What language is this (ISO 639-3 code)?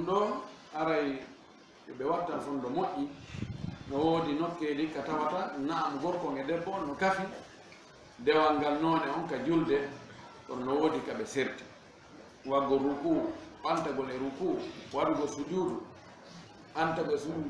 ful